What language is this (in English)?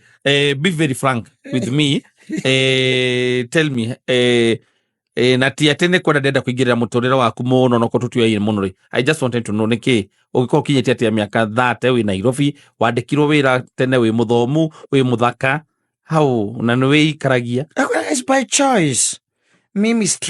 Kikuyu